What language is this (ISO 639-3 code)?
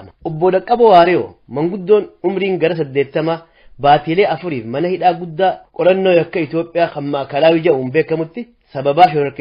orm